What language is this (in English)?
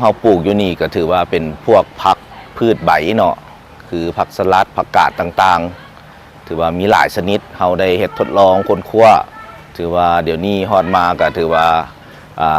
Lao